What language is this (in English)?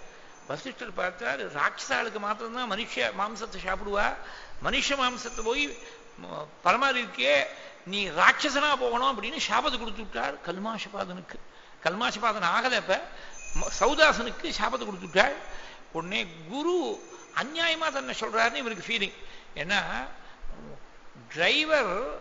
Tamil